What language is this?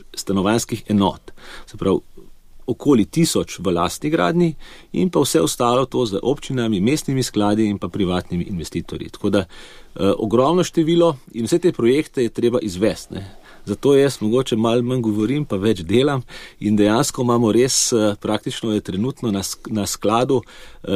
Slovenian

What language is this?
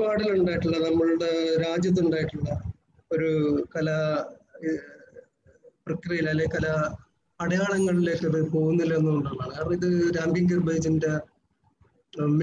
Malayalam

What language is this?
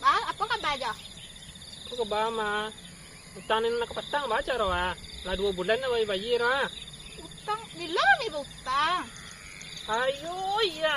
Minangkabau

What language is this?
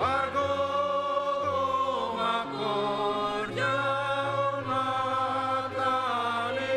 Batak Simalungun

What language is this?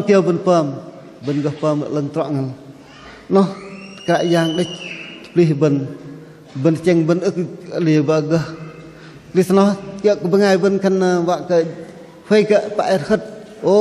Bahnar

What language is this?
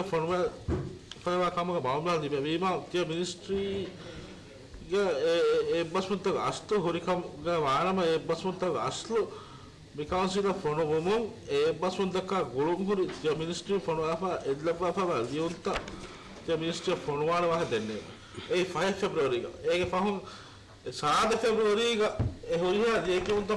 Divehi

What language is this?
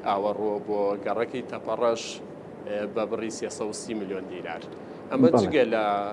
Central Kurdish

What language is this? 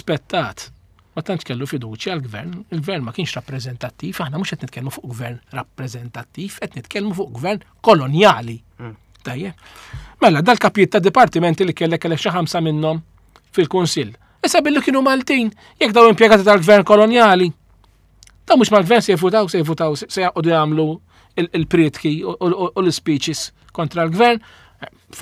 Maltese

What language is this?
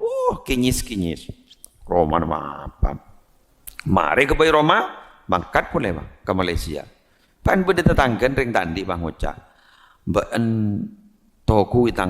Madurese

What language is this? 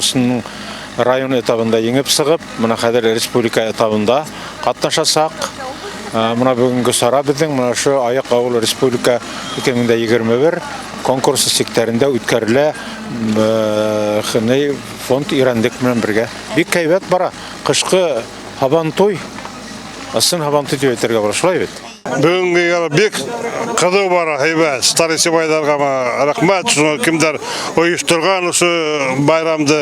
Bashkir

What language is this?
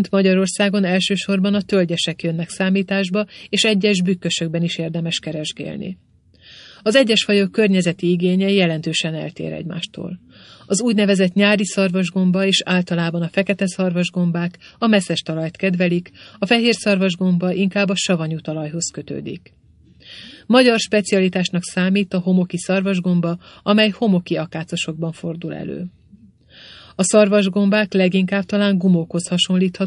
Hungarian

